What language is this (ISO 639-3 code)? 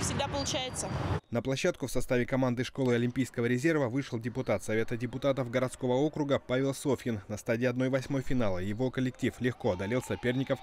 rus